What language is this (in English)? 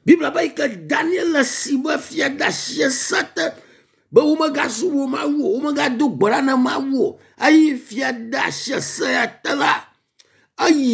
Ewe